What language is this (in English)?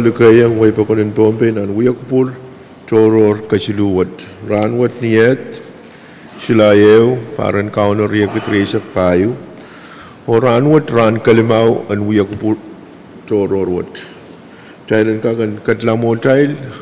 Pohnpeian